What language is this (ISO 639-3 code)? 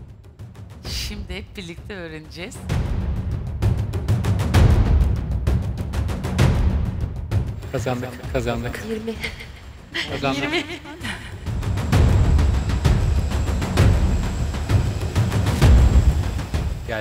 tur